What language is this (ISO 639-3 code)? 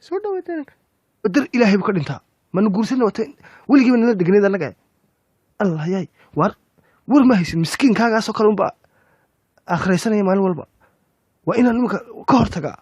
som